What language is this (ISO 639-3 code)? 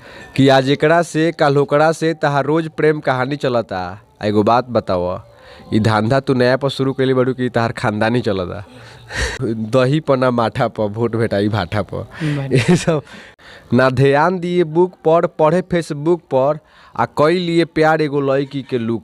bho